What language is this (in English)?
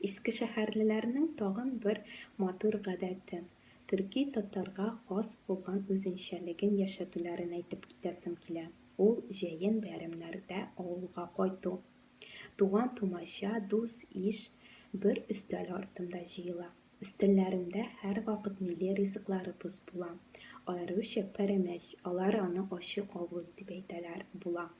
Tatar